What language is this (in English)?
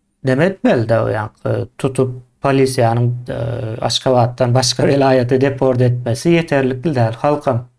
Turkmen